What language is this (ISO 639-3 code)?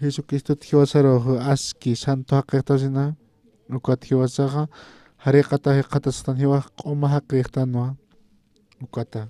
aym